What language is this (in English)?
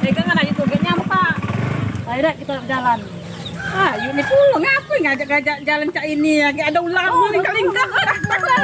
Musi